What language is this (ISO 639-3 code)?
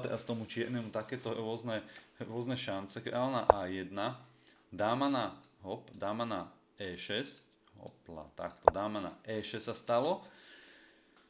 slk